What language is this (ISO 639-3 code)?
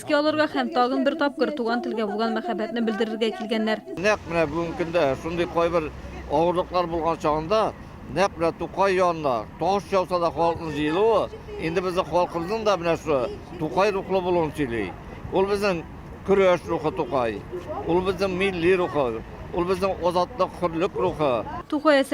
tat